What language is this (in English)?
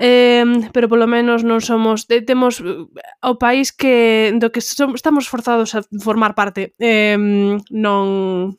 Galician